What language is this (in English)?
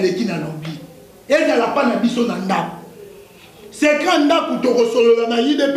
Lingala